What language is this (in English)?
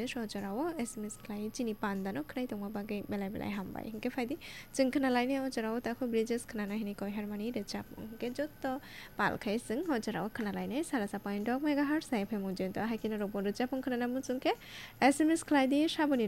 Kok Borok